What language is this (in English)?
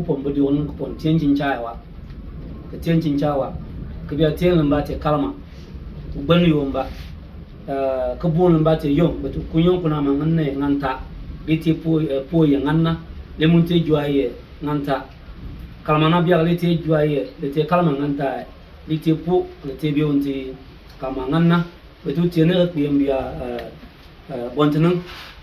Bimoba